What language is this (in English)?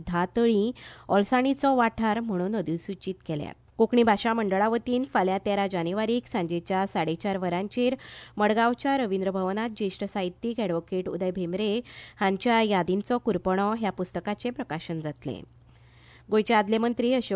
Konkani